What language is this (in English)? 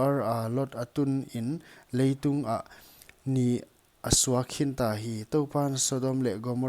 Paite Chin